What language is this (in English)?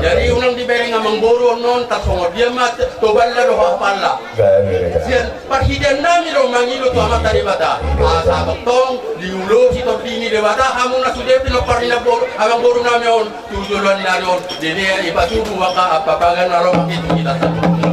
Batak Toba